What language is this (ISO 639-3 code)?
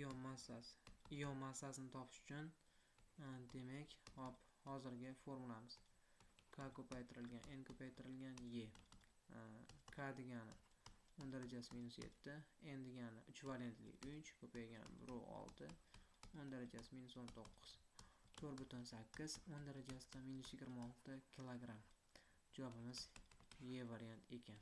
uzb